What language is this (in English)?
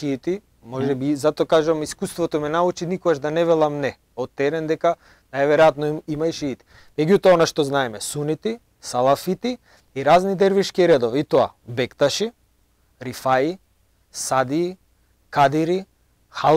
Macedonian